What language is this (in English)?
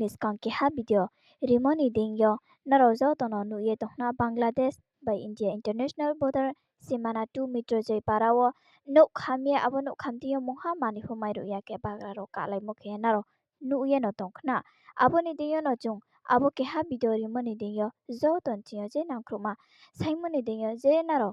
Riang (India)